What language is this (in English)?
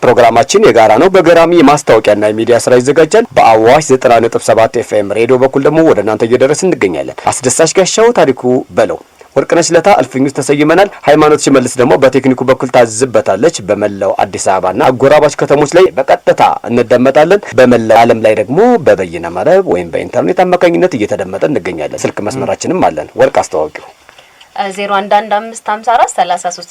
Amharic